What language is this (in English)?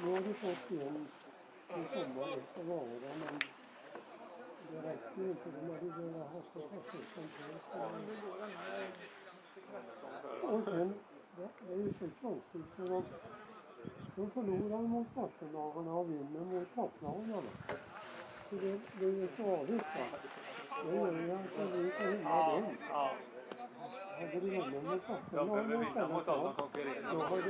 Swedish